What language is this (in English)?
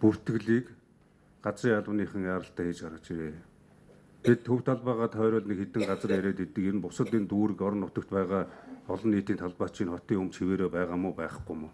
Mongolian